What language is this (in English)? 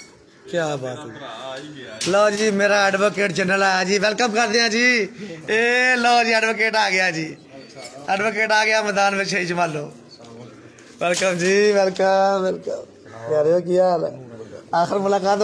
Punjabi